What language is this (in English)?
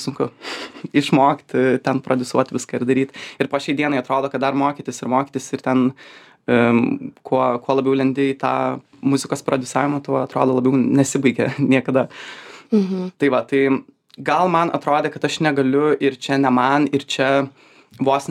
Lithuanian